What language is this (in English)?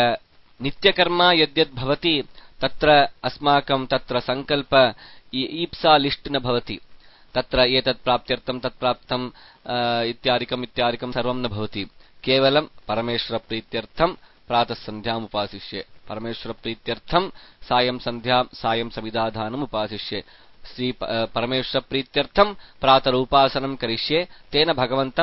Sanskrit